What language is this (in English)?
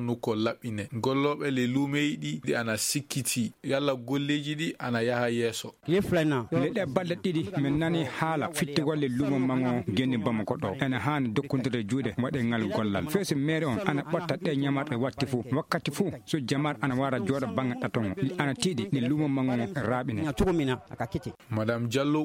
Fula